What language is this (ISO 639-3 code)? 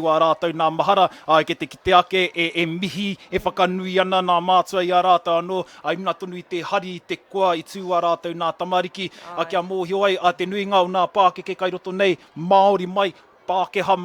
mri